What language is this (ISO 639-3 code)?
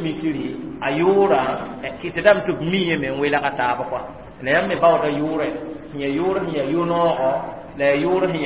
mos